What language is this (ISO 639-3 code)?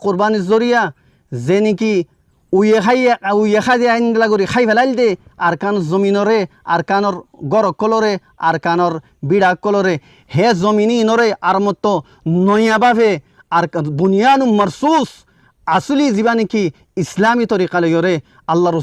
rhg